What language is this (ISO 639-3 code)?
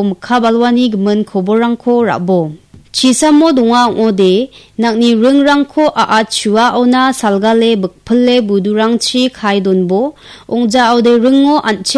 grt